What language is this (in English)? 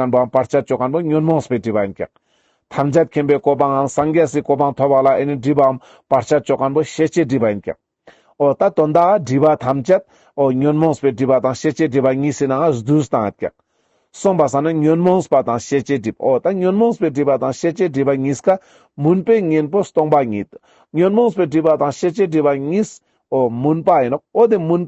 Ladakhi